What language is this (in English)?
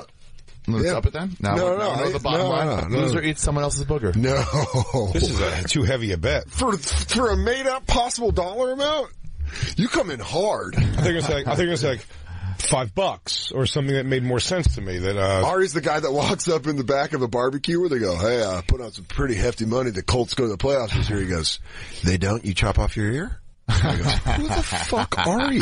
English